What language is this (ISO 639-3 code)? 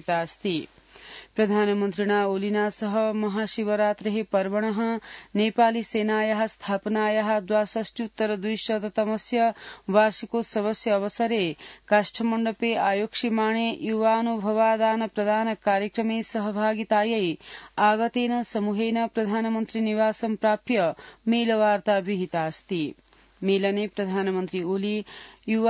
san